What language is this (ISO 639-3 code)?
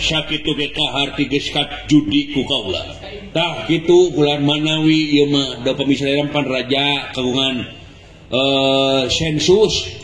sun